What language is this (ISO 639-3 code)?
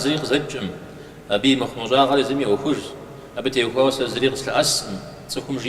kbd